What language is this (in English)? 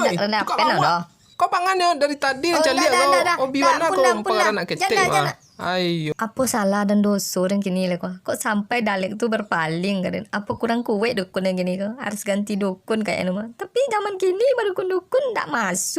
Minangkabau